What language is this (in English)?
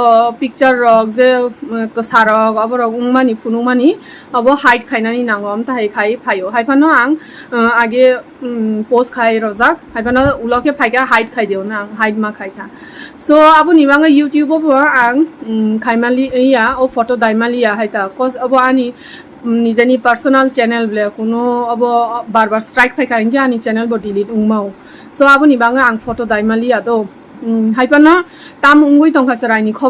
Kok Borok